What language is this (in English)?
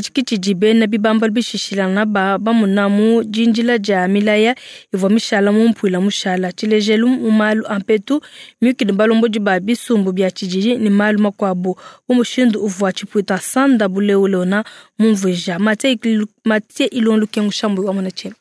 Luba-Lulua